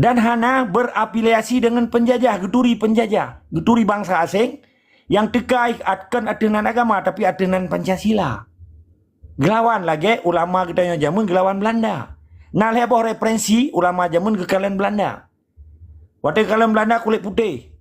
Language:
Achinese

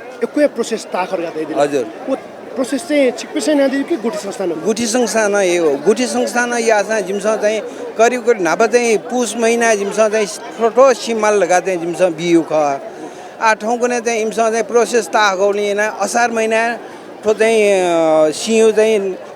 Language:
Newari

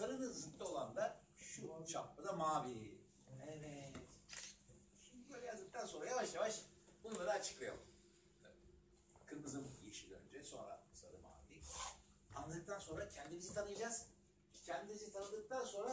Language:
Turkish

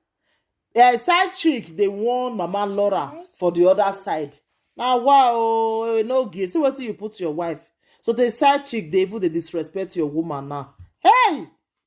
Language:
Nigerian Pidgin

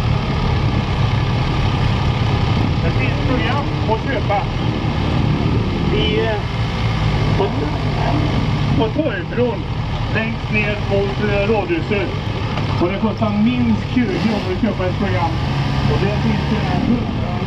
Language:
Swedish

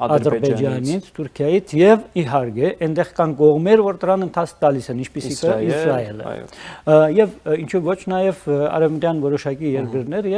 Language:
Armenian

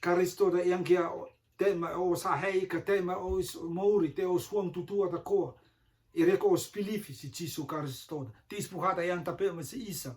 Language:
Rotuman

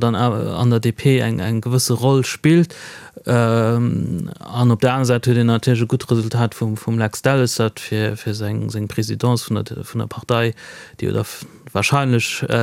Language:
Luxembourgish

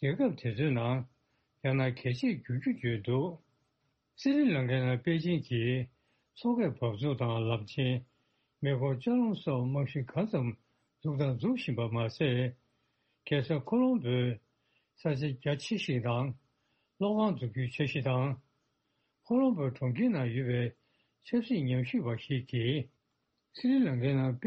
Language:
Tibetan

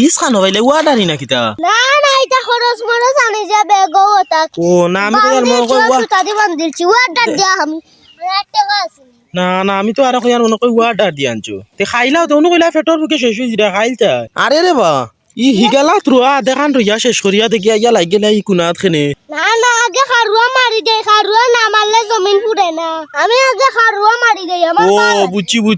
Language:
Sylheti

